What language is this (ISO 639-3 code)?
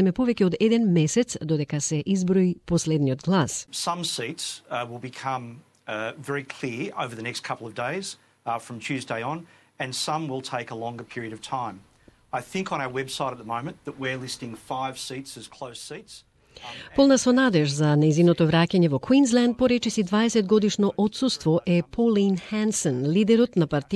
mkd